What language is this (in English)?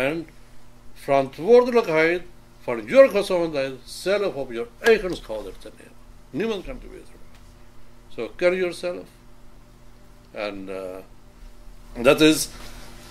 Dutch